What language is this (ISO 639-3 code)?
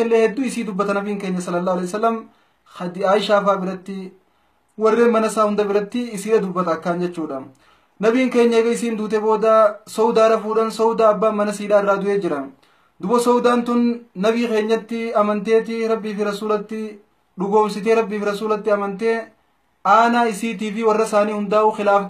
orm